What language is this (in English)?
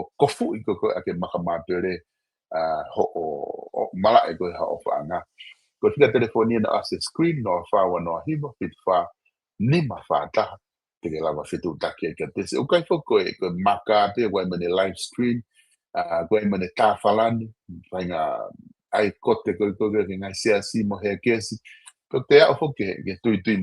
Tongan